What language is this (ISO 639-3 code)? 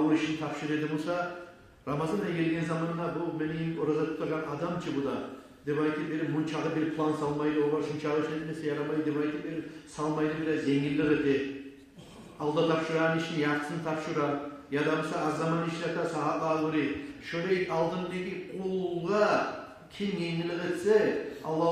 kum